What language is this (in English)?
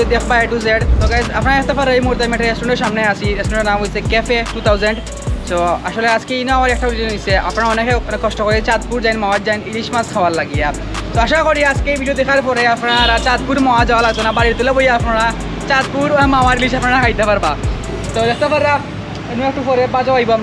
Sylheti